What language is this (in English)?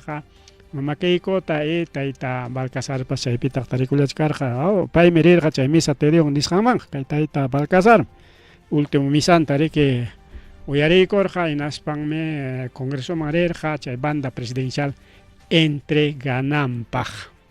Ayacucho Quechua